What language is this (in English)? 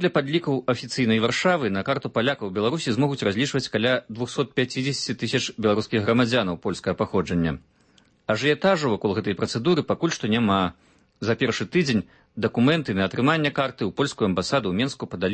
Belarusian